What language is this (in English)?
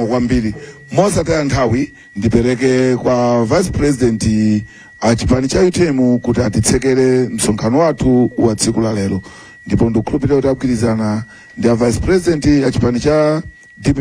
Nyanja